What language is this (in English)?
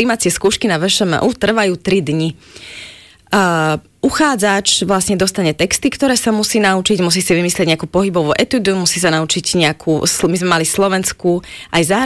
Slovak